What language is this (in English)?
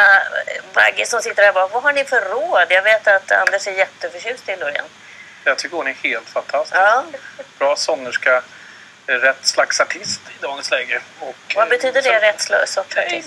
Swedish